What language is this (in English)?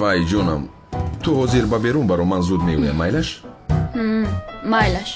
Tajik